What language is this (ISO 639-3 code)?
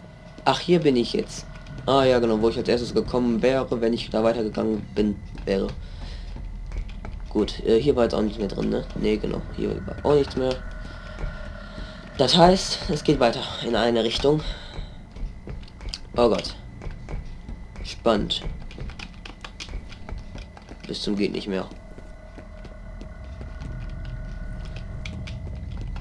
deu